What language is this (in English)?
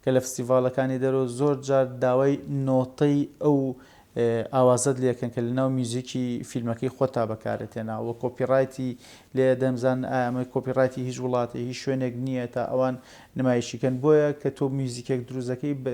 Central Kurdish